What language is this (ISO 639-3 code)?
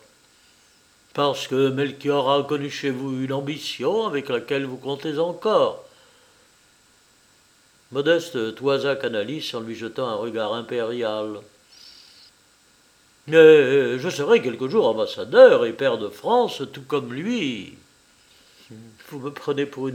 fra